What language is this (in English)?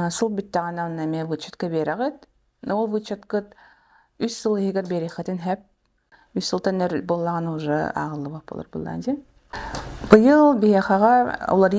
Yakut